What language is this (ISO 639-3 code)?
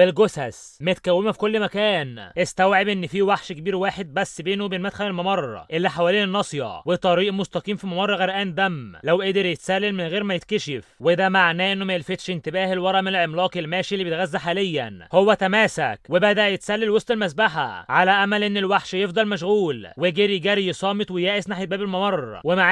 arz